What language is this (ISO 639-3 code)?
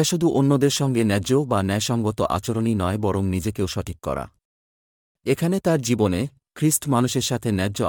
ben